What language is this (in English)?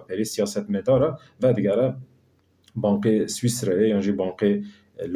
Kurdish